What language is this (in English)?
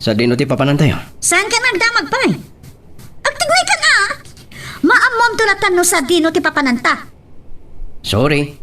Iloko